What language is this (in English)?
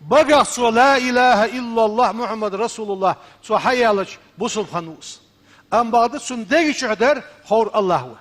Ingush